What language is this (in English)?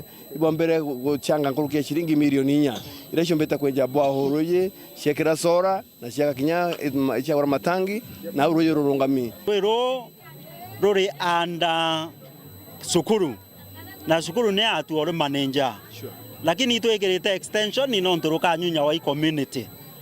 Meru